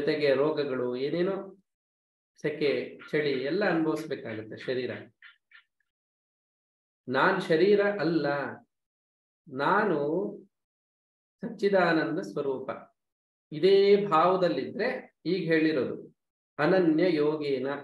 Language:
Kannada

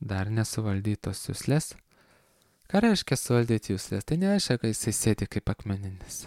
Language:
Lithuanian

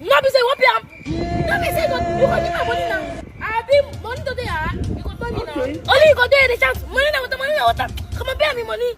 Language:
Nigerian Pidgin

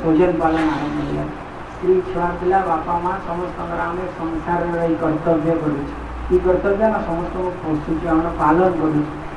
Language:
Odia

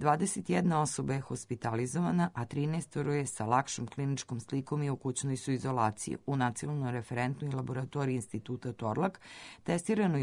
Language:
Serbian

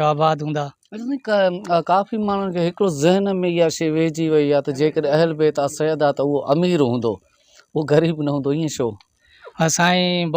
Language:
Sindhi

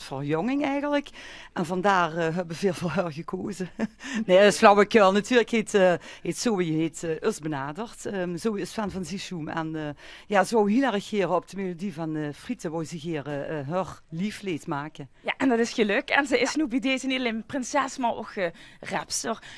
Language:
Limburgish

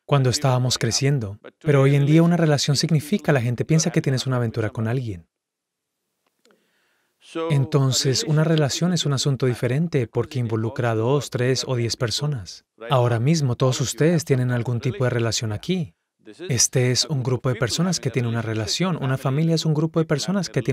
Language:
Spanish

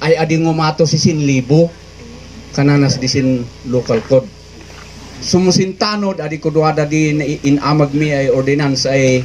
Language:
Kankanaey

